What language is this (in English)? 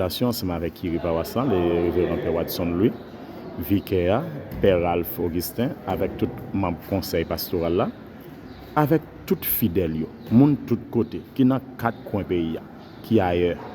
Haitian Creole